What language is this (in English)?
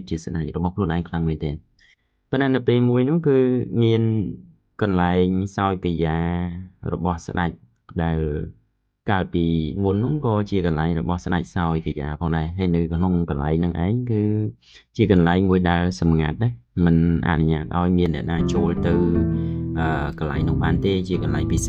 Khmer